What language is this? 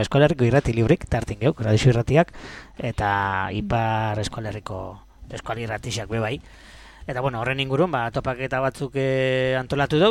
Basque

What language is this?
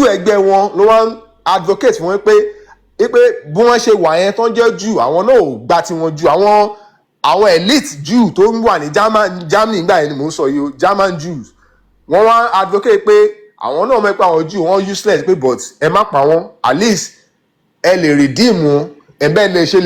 Yoruba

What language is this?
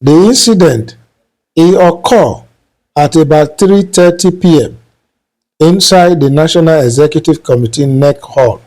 Nigerian Pidgin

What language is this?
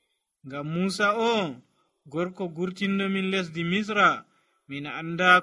Nigerian Fulfulde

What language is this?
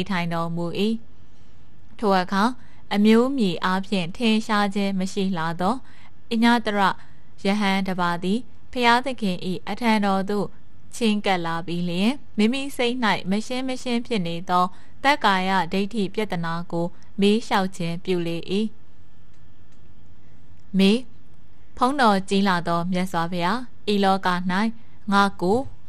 Burmese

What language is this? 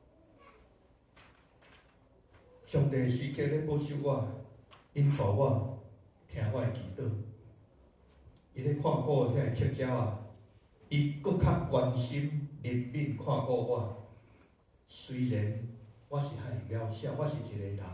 Min Nan Chinese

